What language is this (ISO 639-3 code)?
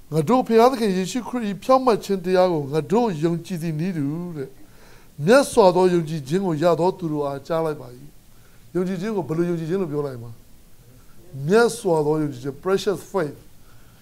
mya